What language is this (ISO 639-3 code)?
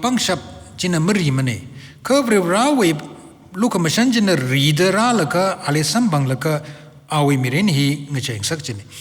nmf